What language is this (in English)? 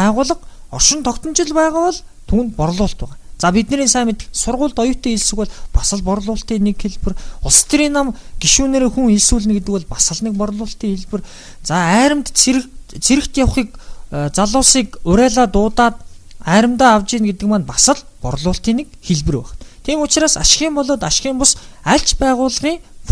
Mongolian